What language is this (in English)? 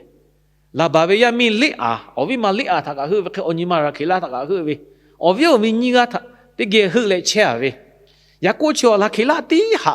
Lahu